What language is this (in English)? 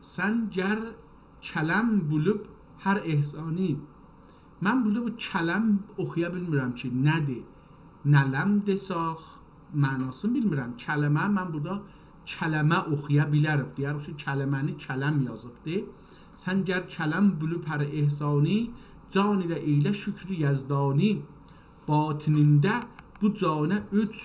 South Azerbaijani